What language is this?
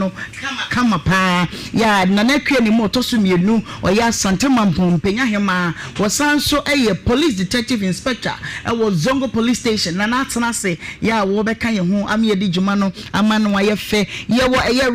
Akan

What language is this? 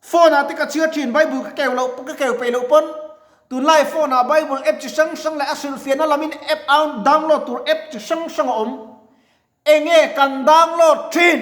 Mizo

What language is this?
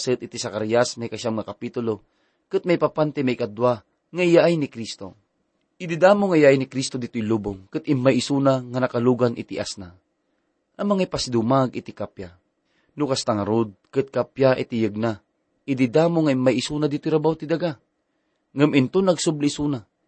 Iloko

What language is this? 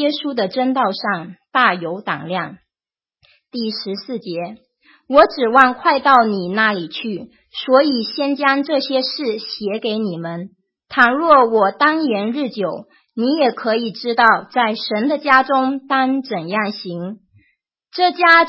Chinese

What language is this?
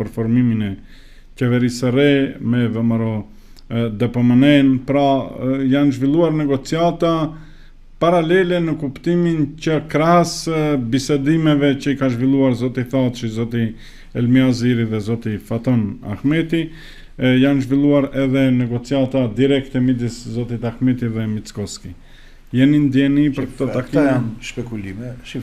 Albanian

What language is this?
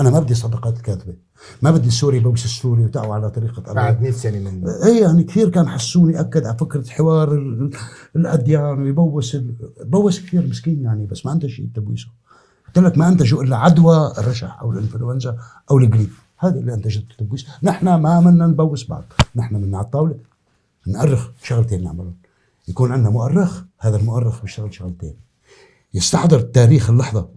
North Levantine Arabic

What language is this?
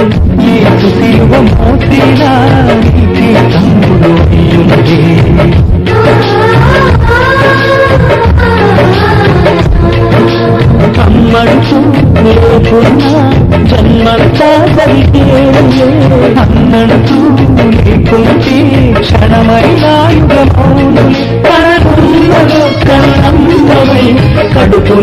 Telugu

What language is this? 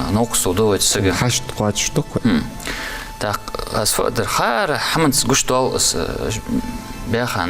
Ingush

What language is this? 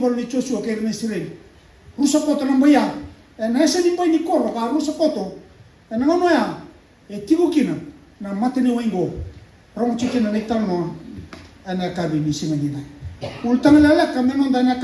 Fijian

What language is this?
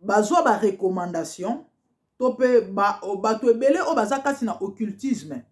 Lingala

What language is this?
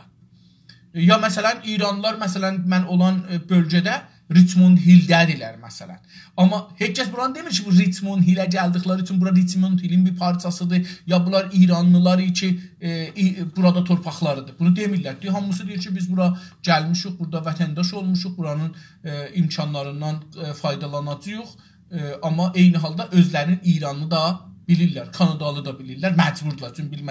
South Azerbaijani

